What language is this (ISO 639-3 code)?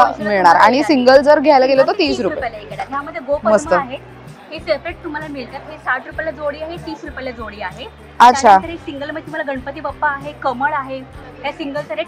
mar